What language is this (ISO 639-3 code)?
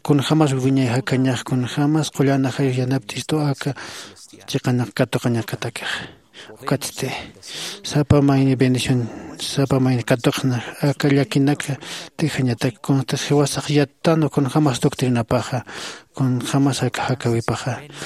aym